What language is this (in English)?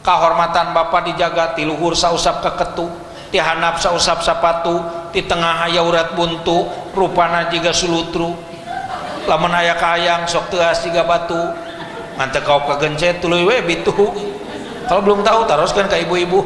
Sundanese